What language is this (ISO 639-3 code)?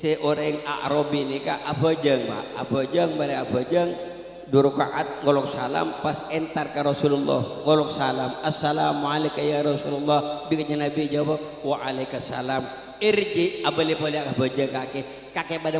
mad